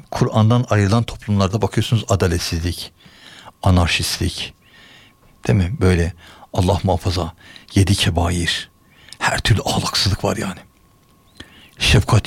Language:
Turkish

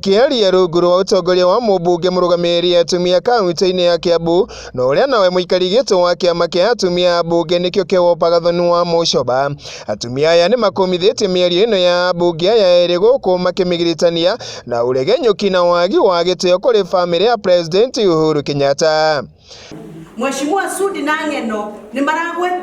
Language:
Kikuyu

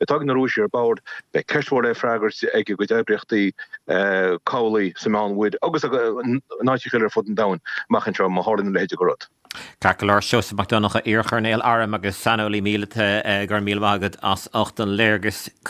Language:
Irish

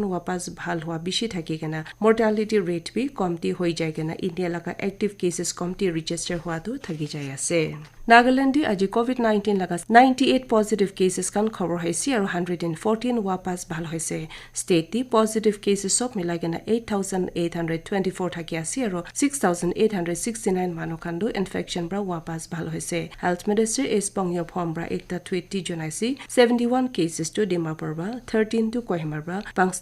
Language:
Naga Pidgin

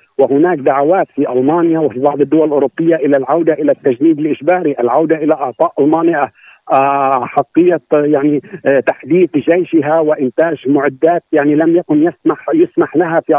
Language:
Arabic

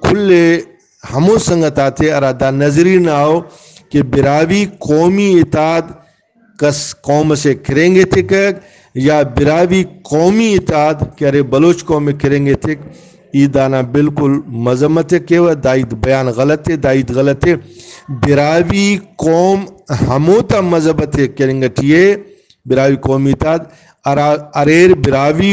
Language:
Brahui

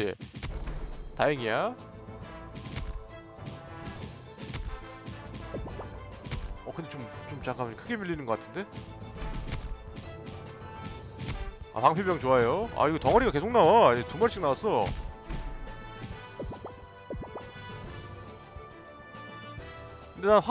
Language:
Korean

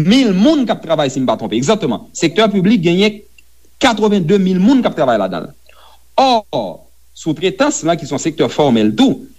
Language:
Haitian Creole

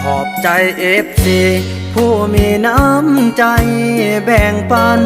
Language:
Northeastern Thai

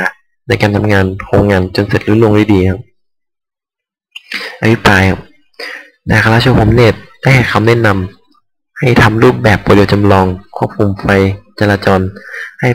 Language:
Thai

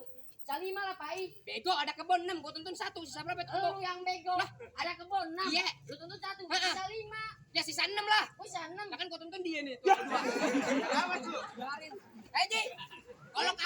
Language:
Betawi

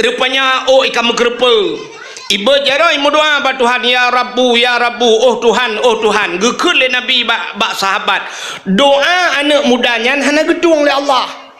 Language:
Achinese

